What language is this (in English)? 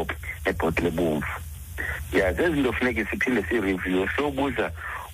Xhosa